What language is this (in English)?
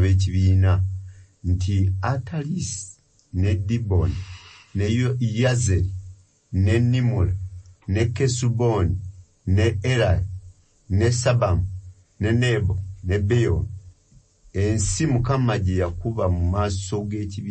Ganda